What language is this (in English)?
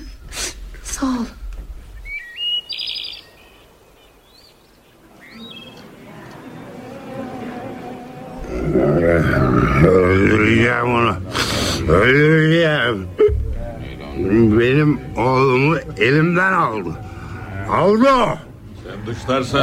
Turkish